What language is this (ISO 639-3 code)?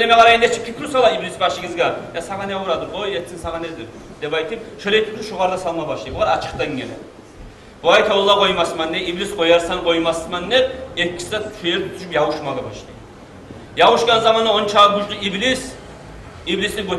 kum